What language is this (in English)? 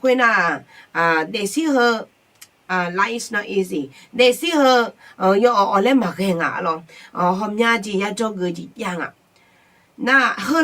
Akha